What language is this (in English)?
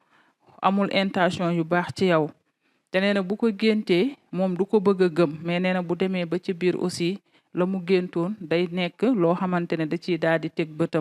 Wolof